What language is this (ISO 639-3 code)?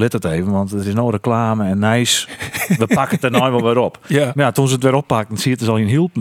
fry